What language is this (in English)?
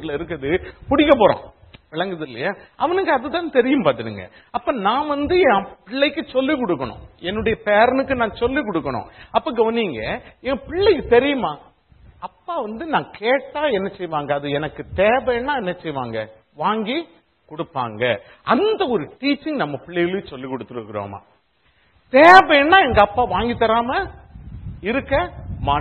Tamil